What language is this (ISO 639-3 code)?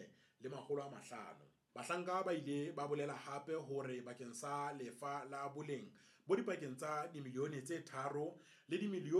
sot